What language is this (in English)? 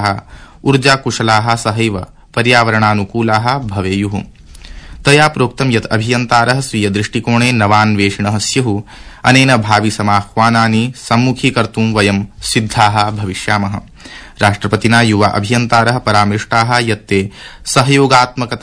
Sanskrit